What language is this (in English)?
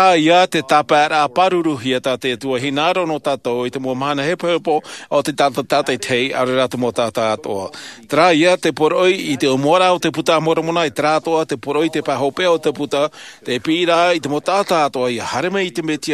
Tahitian